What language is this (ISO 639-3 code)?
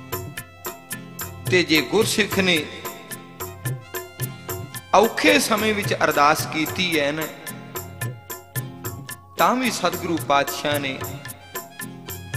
pan